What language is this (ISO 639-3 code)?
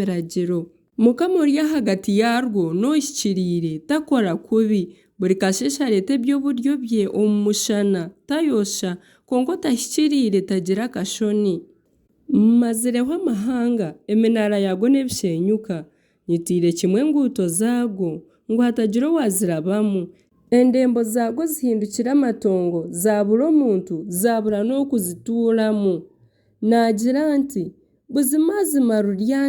nyn